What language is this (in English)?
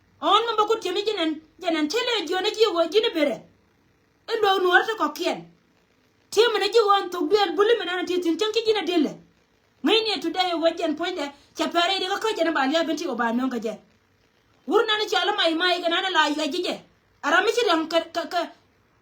Nuer